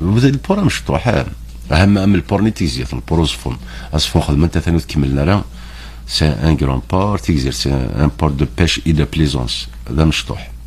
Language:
Kabyle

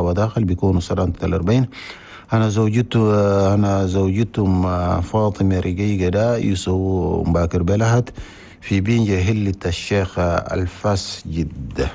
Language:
Chadian Arabic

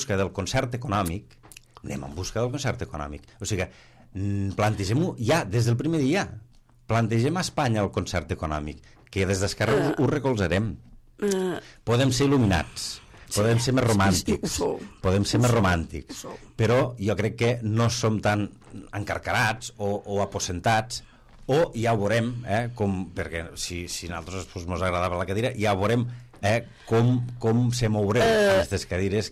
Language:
Catalan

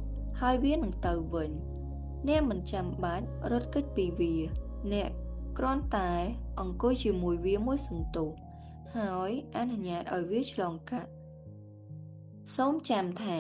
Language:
Khmer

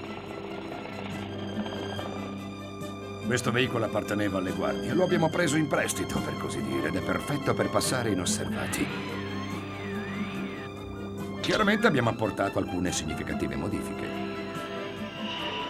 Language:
Italian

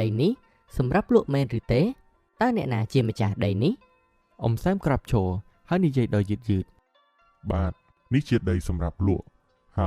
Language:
Khmer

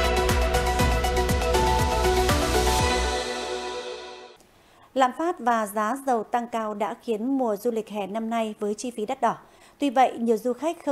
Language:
Vietnamese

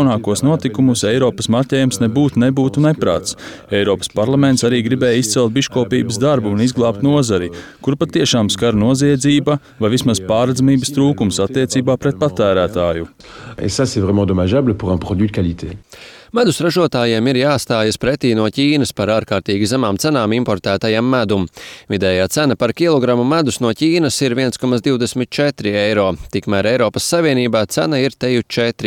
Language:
Latvian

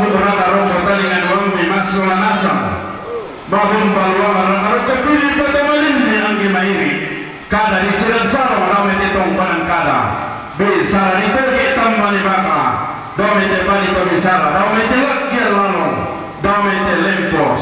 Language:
Toraja-Sa'dan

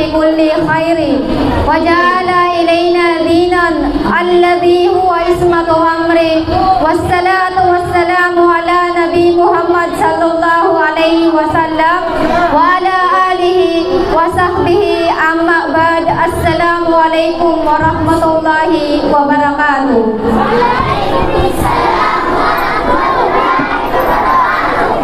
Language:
Filipino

